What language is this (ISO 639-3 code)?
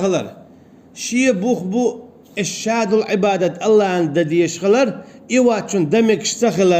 che